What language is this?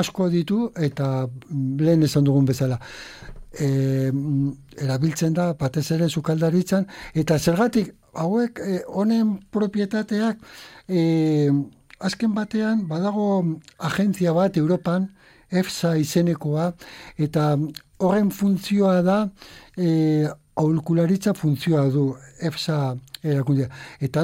Basque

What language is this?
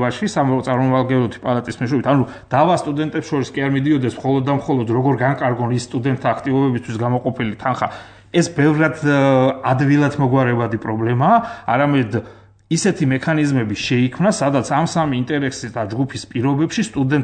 Georgian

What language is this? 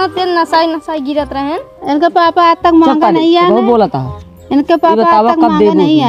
Awadhi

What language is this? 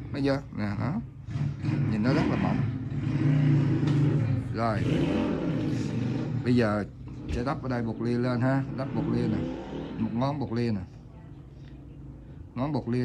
Vietnamese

